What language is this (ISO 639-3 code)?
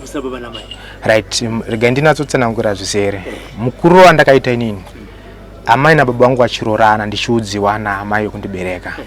sna